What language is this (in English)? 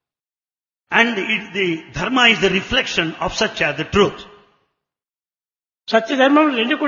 Telugu